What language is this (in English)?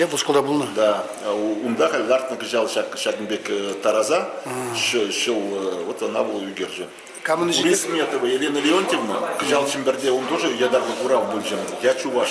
Chuvash